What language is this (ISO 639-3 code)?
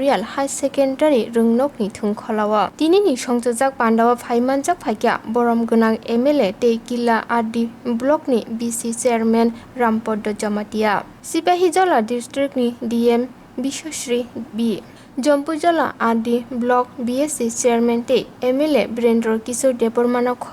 trp